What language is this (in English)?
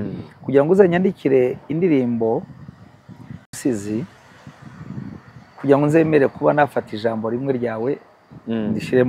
Kinyarwanda